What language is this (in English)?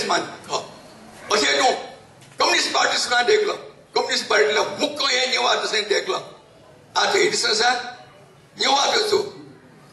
Newari